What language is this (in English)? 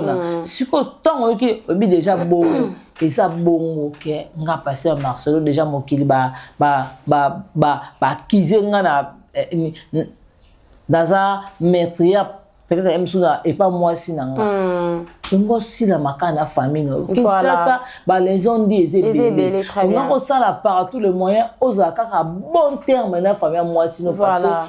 Lingala